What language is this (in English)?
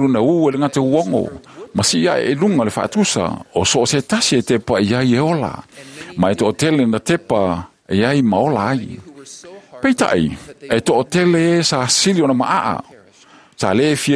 Samoan